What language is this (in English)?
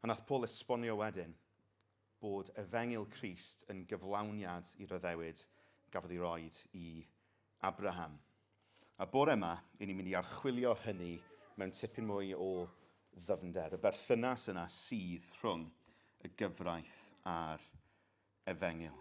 Welsh